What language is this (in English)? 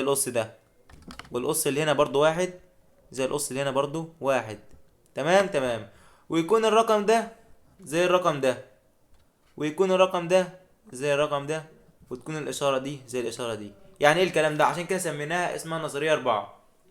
Egyptian Arabic